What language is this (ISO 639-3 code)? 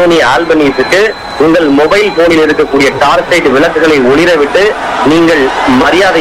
tam